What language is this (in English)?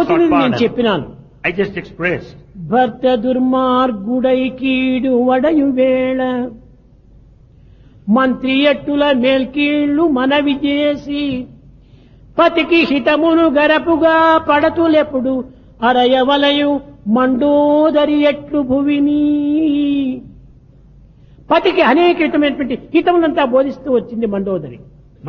Telugu